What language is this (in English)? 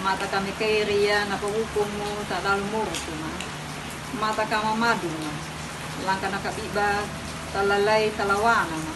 Anakalangu